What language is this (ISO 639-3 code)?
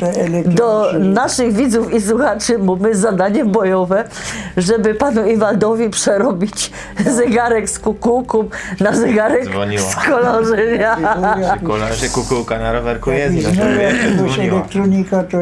szl